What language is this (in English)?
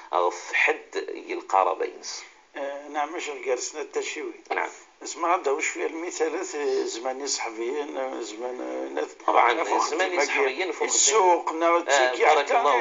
Moroccan Arabic